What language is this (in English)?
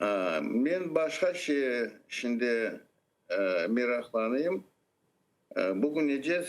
Crimean Tatar